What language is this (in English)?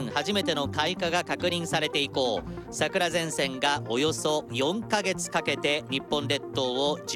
Japanese